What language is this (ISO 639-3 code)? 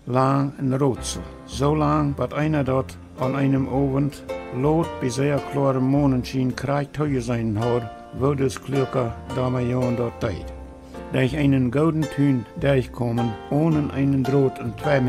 pdt